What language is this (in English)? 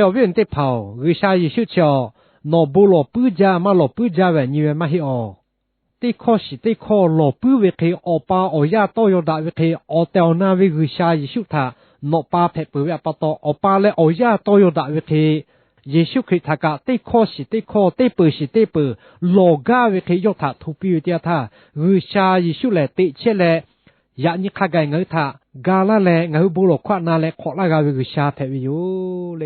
Lahu